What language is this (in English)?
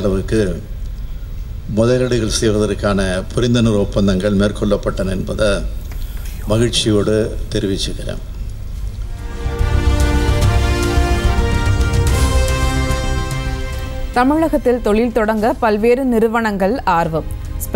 Tamil